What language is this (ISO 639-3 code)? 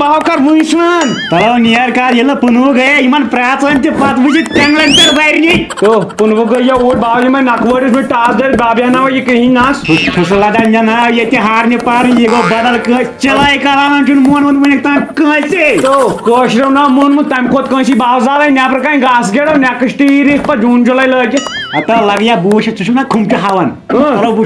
kas